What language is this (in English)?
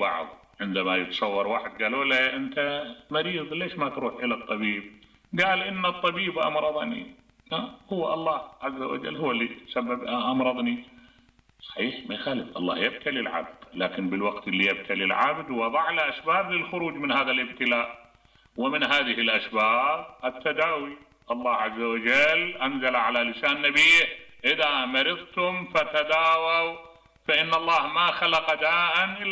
Mesopotamian Arabic